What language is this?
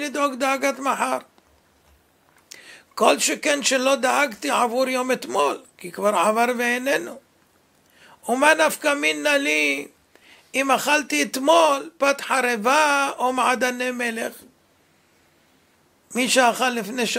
Hebrew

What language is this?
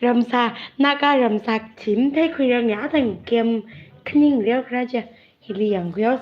Tangkhul Naga (India)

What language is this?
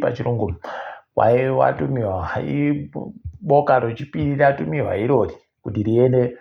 Ndau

